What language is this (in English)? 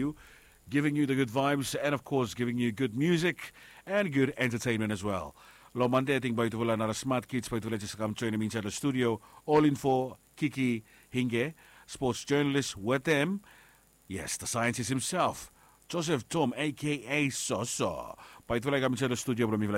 Bislama